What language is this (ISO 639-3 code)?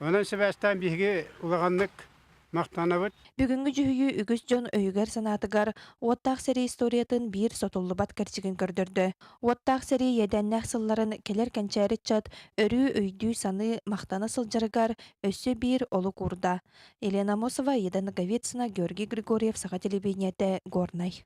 sah